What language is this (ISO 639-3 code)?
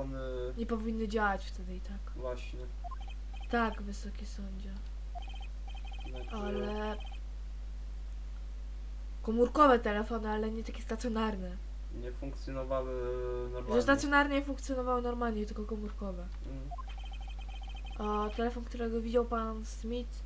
pol